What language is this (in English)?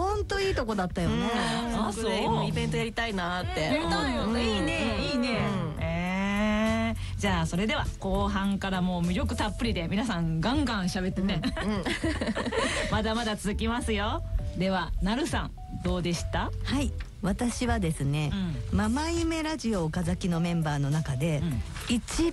Japanese